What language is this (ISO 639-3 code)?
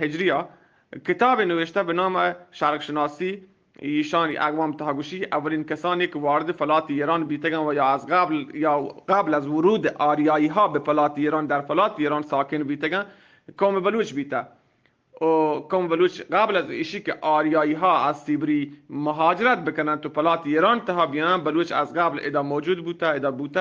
bgp